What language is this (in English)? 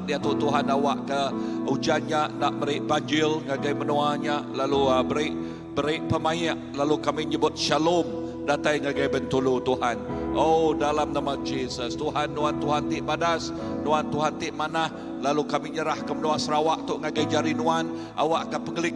Iban